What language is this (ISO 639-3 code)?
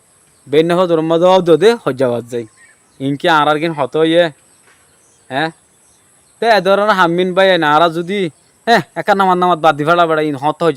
rhg